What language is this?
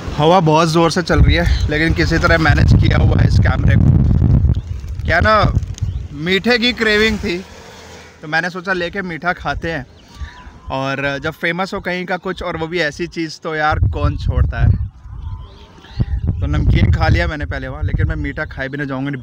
Hindi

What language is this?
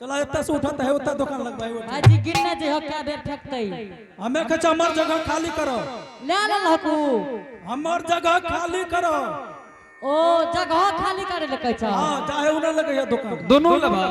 Angika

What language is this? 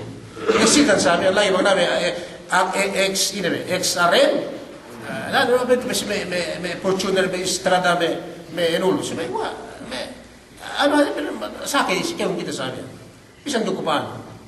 Yakan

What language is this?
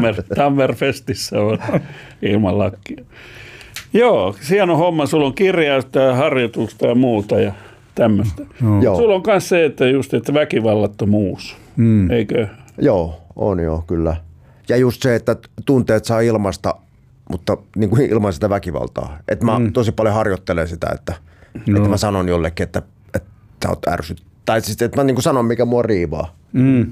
Finnish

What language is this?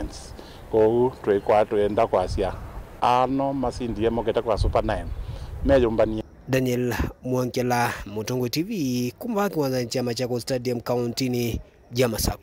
Kamba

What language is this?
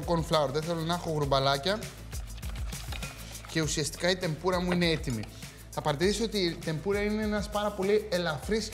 Greek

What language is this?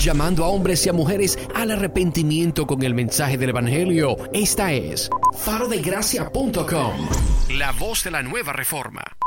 Spanish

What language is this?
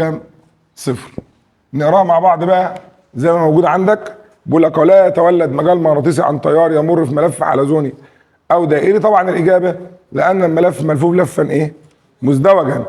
Egyptian Arabic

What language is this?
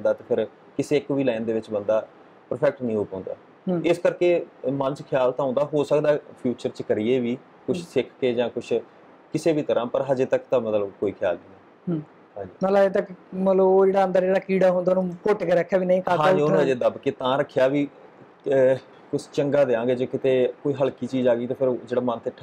Punjabi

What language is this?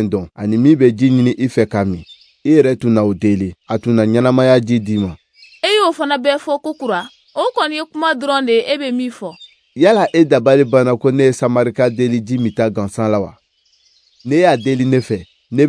Bambara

